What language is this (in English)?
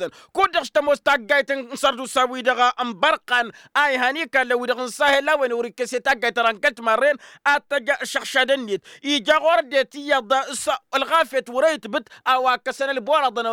Tamasheq